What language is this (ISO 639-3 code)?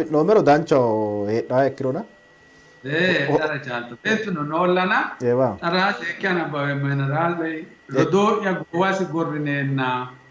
sid